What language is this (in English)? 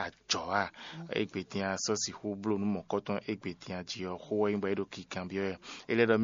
Fon